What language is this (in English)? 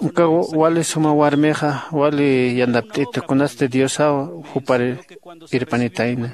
Aymara